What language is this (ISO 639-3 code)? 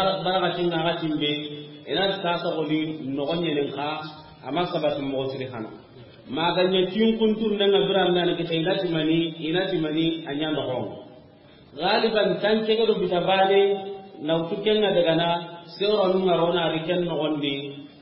snk